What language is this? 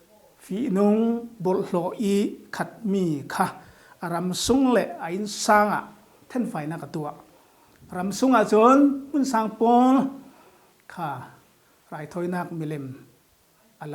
Falam Chin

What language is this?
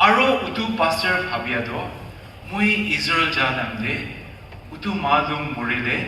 Naga Pidgin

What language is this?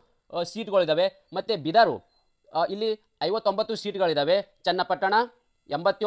Kannada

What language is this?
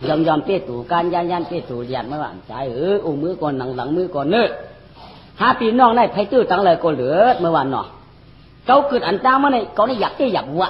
Shan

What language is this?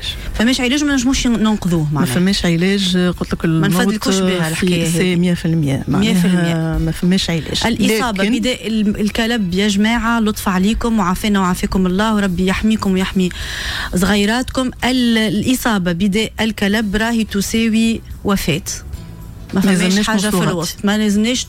Tunisian Arabic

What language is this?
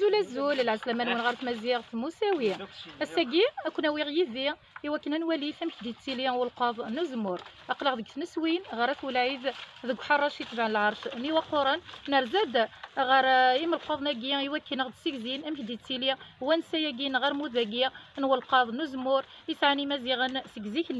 Kabyle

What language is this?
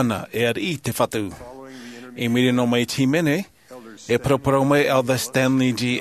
Tahitian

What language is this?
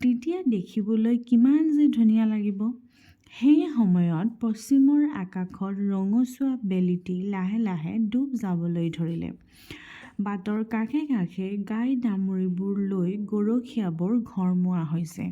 Assamese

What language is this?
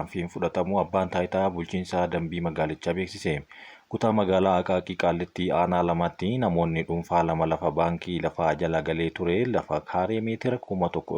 Oromo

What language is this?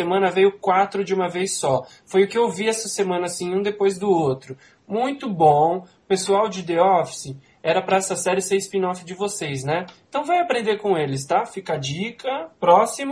Portuguese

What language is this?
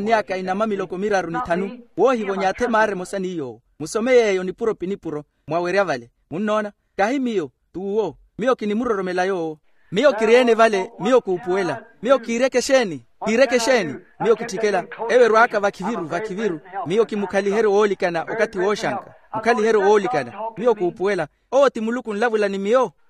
Makhuwa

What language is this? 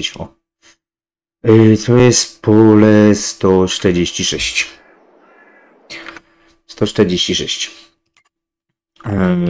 Polish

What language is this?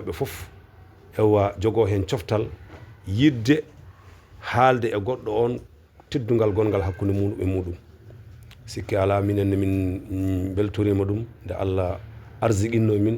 Fula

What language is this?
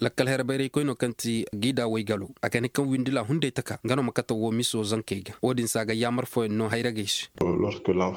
Koyraboro Senni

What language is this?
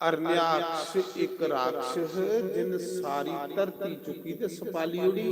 Dogri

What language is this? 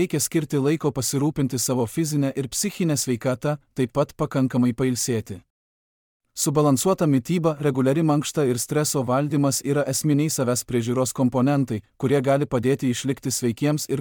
Lithuanian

